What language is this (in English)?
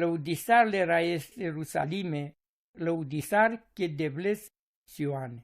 Romany